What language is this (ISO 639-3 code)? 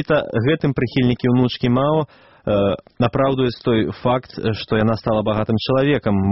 bel